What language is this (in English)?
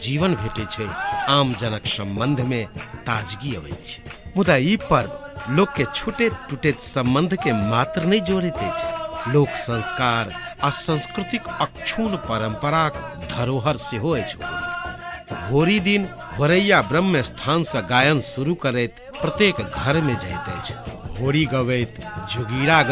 Maithili